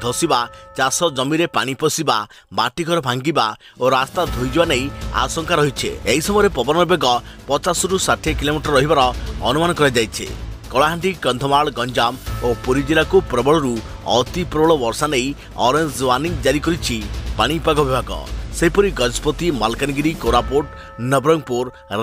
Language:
Odia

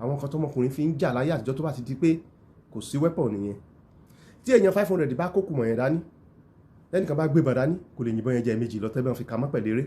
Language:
Yoruba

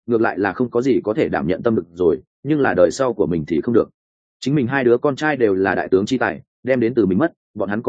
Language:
Vietnamese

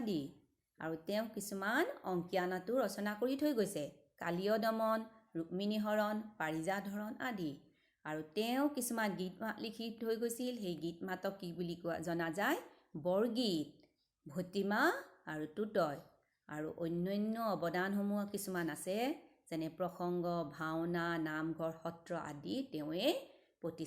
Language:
Assamese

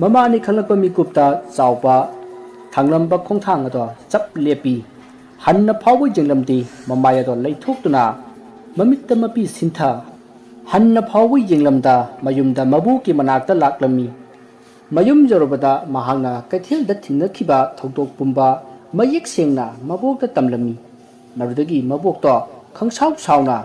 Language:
Manipuri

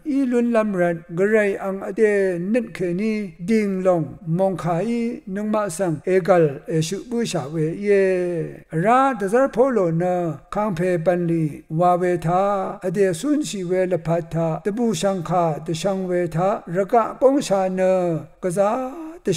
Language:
Rawang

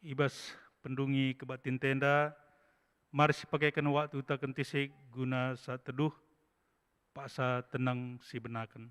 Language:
Batak Karo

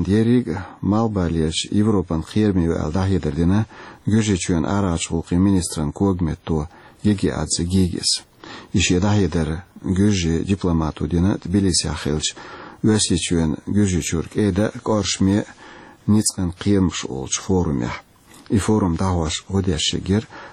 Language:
Chechen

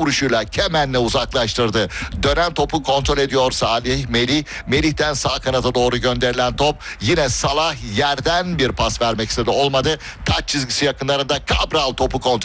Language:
Turkish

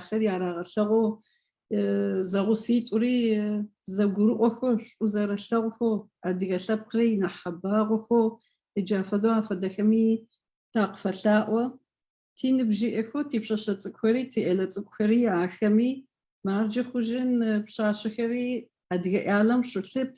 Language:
Adyghe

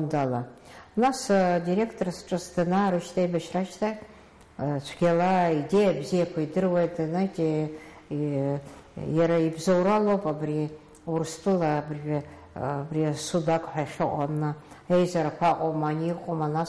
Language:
Abkhazian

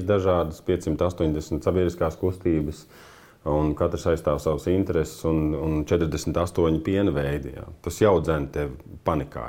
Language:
Latvian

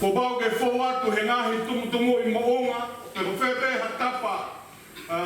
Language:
Tongan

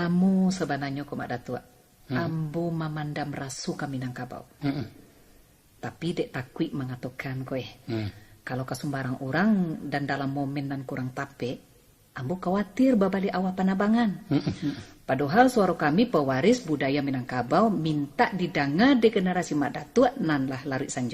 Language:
Minangkabau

